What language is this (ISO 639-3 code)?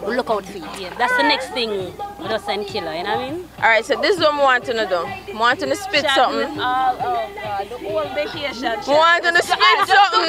jam